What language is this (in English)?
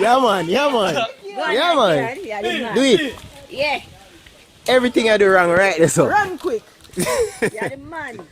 Jamaican Creole English